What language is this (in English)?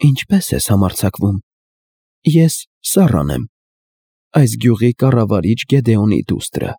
Armenian